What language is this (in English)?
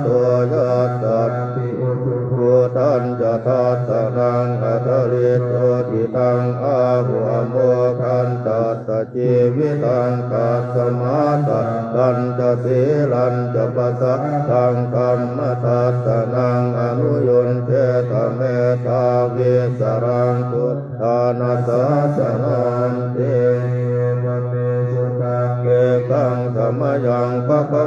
Pali